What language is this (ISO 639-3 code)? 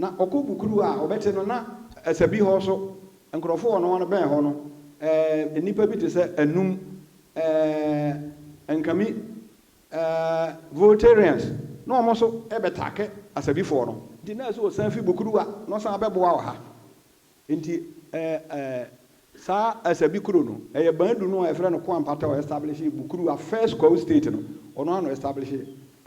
aka